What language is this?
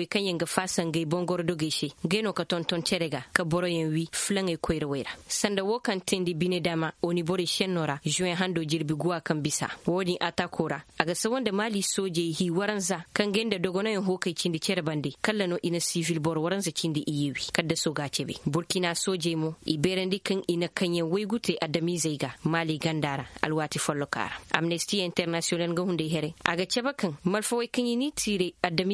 Zarma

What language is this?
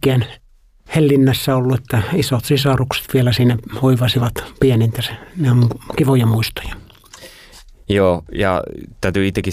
Finnish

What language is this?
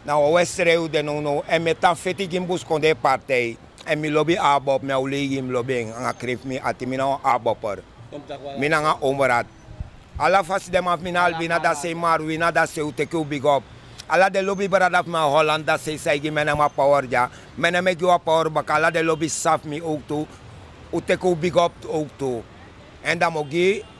Sranan Tongo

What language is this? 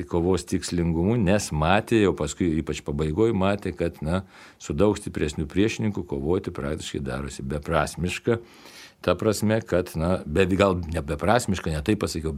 Lithuanian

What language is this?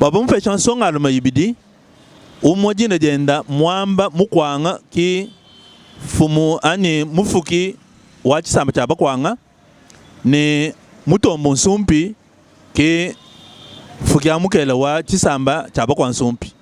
Luba-Lulua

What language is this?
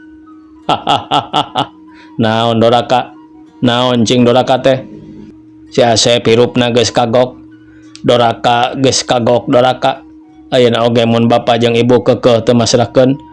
Sundanese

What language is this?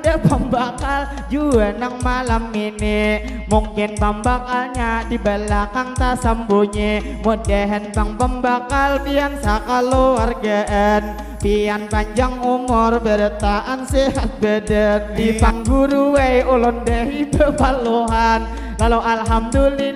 Banjar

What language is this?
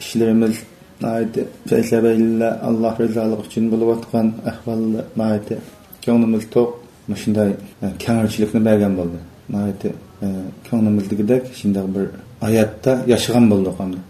Uyghur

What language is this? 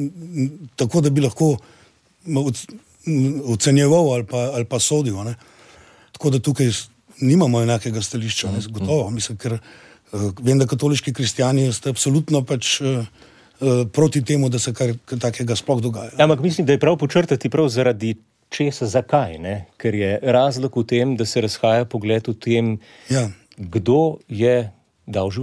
Slovenian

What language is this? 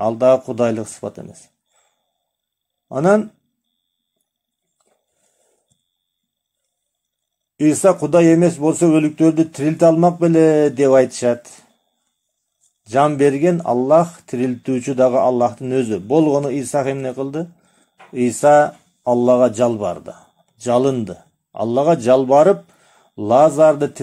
Kyrgyz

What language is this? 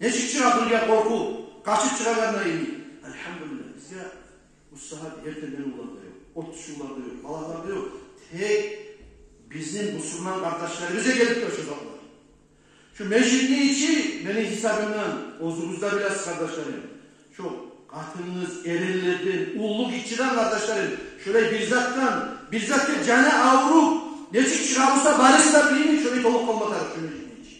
Kumyk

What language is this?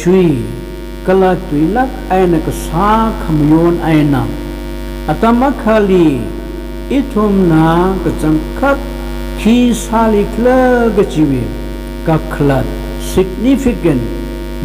Tangkhul Naga (India)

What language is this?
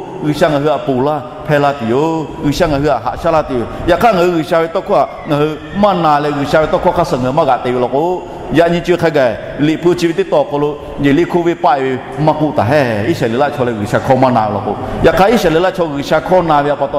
Lahu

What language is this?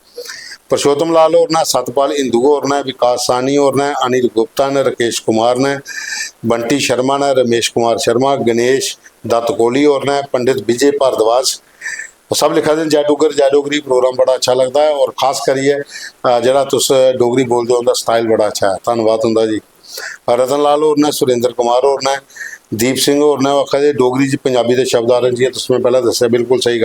Dogri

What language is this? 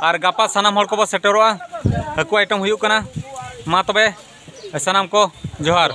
Santali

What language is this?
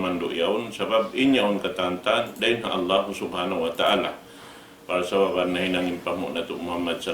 Tausug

